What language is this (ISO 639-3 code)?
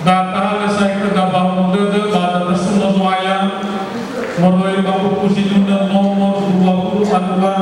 nia